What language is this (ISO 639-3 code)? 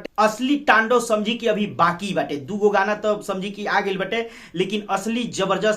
bho